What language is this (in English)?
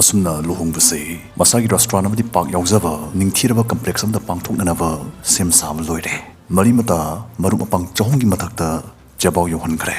Manipuri